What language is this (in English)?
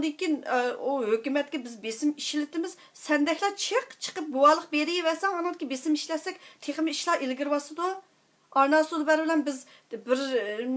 Uyghur